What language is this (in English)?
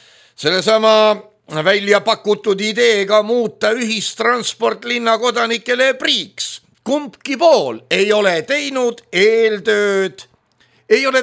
Estonian